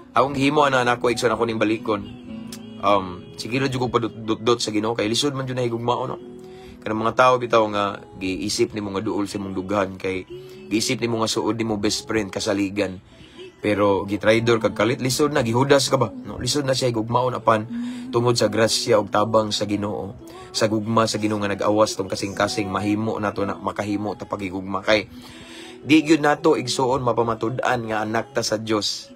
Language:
Cebuano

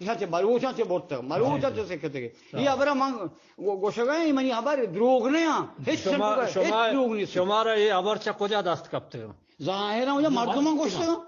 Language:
Eastern Balochi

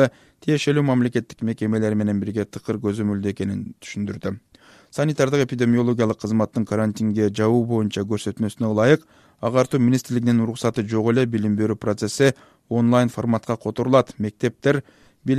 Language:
Kyrgyz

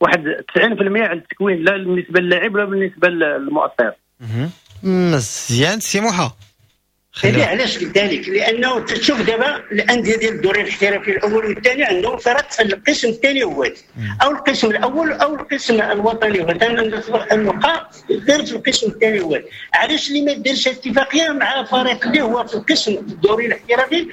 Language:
Moroccan Arabic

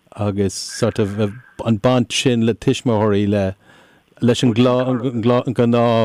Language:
Irish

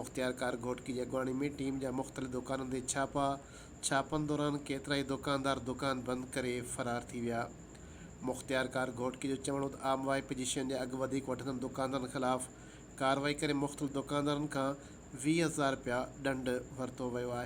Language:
Sindhi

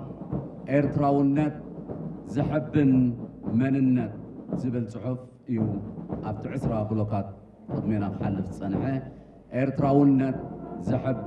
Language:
Tigrinya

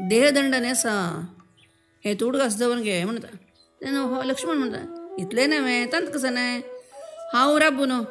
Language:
Konkani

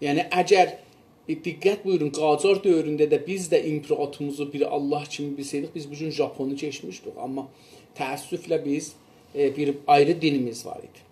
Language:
South Azerbaijani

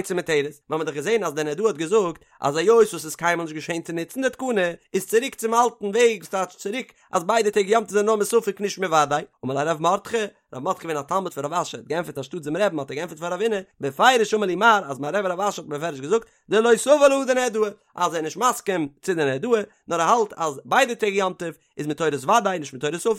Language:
Yiddish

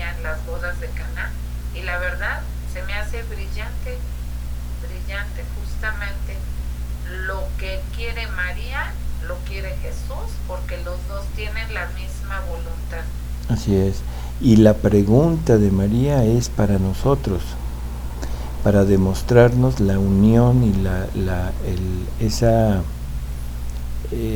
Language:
Spanish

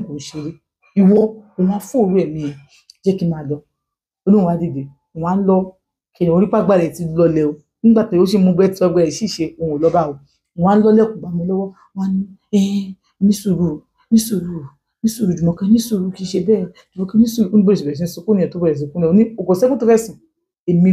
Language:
Yoruba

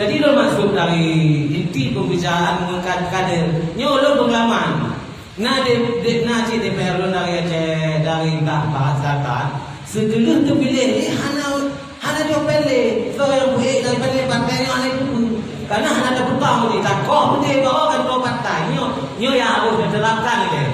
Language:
Achinese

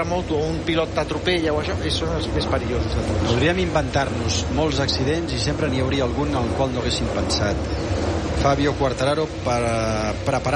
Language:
Catalan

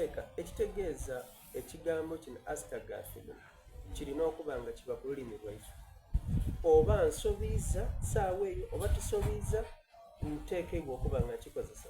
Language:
Soga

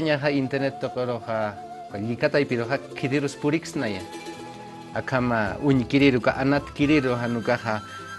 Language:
Aymara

